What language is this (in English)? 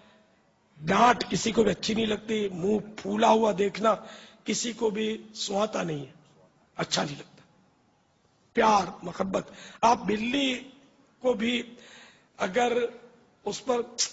Urdu